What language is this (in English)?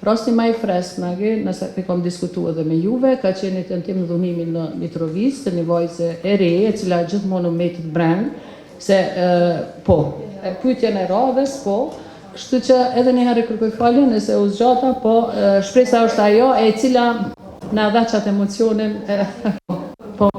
Albanian